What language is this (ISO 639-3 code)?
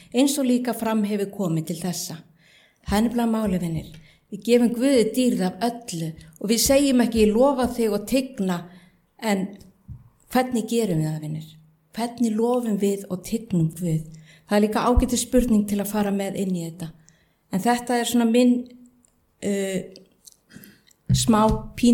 isl